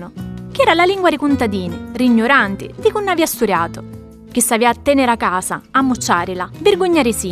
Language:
Sicilian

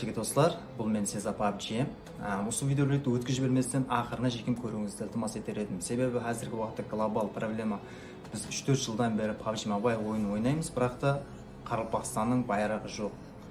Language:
Kara-Kalpak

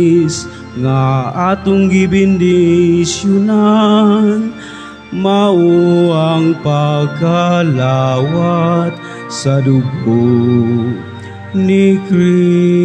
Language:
Cebuano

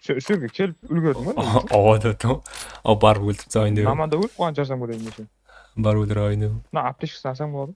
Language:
Kara-Kalpak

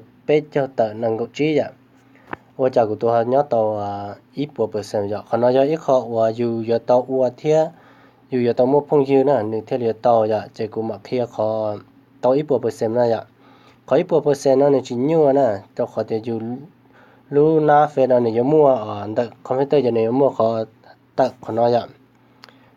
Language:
Hmong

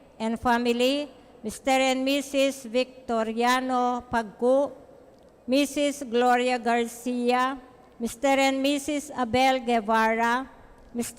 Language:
Pampanga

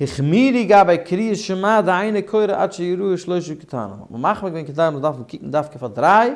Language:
Yiddish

